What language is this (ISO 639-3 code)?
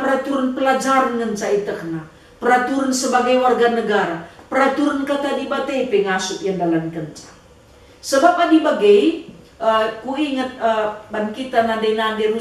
btx